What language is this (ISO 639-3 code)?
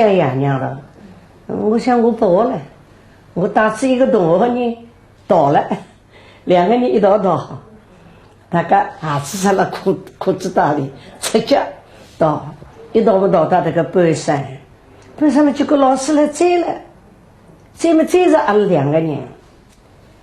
wuu